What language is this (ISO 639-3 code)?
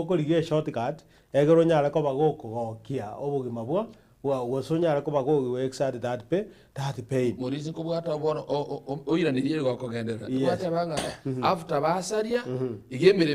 guz